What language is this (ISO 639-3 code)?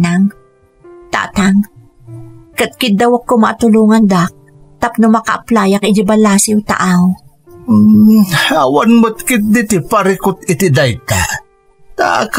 ilo